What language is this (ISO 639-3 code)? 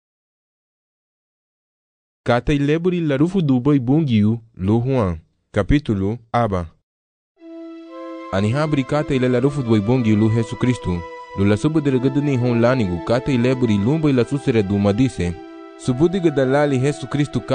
cab